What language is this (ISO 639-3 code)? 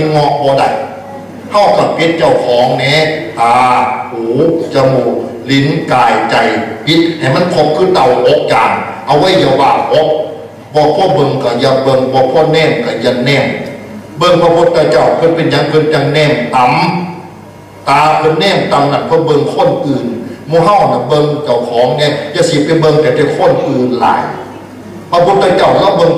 tts